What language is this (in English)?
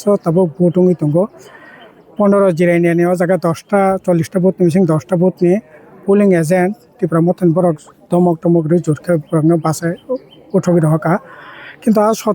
Kok Borok